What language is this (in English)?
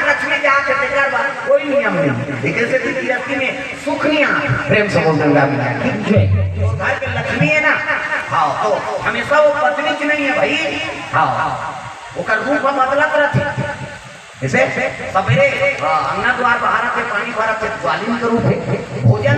Chhattisgarhi